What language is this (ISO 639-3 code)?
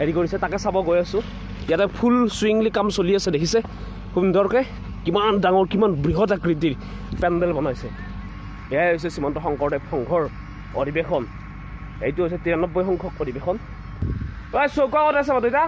asm